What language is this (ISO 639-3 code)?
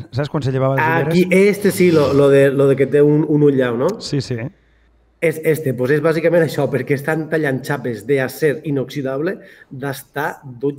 cat